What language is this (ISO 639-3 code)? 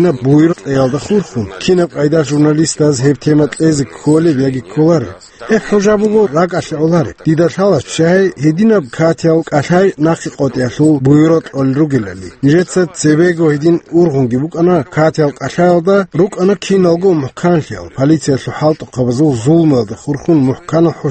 ava